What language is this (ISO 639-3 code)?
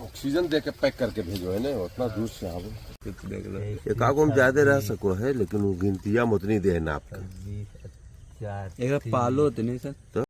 mag